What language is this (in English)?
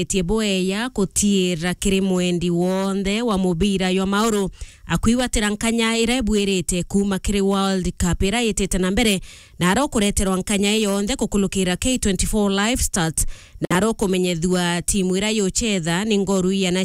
Meru